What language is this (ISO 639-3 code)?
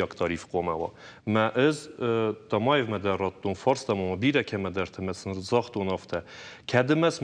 oss